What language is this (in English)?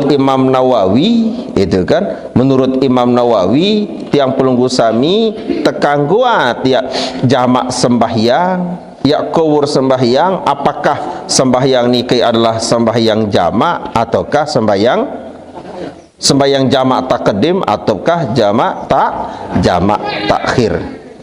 Sasak